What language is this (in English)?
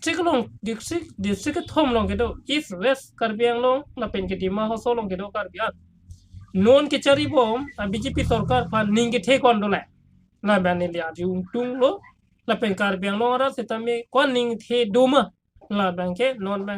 Karbi